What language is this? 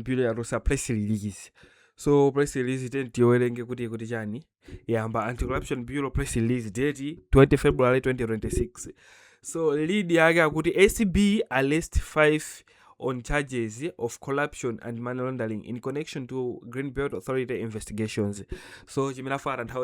Nyanja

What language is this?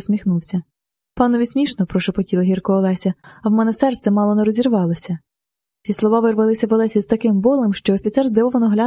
Ukrainian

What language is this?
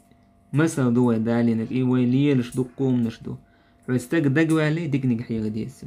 Chechen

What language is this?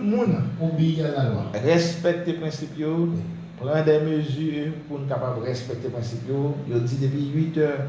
Haitian Creole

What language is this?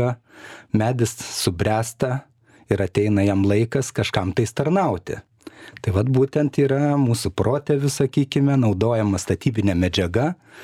Lithuanian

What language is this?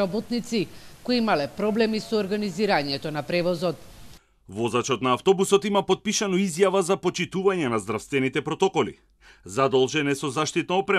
Macedonian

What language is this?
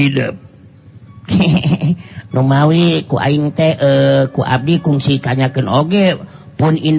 Sundanese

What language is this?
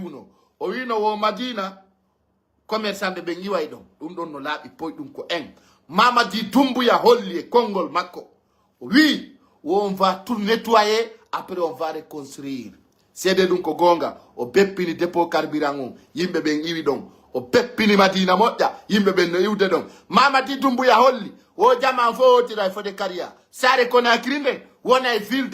Pular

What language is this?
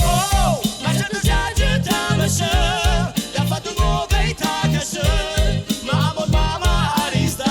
Ossetic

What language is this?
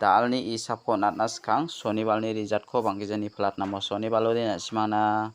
Garo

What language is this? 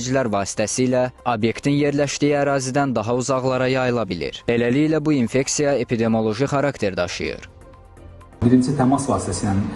Azerbaijani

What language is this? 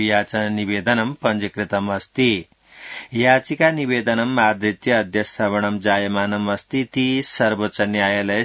Sanskrit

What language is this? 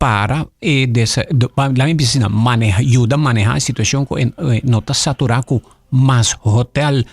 Papiamento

